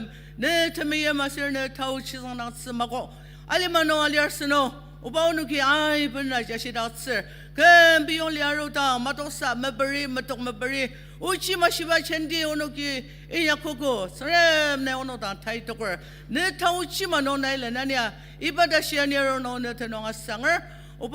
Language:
Ao Naga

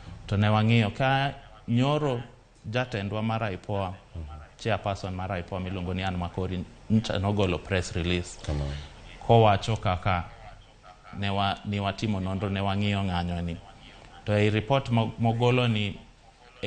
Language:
Luo (Kenya and Tanzania)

